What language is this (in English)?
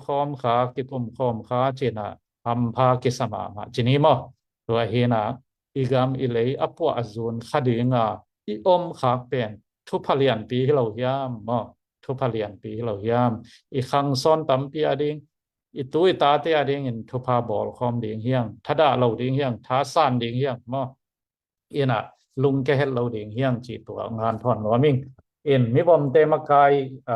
Tedim Chin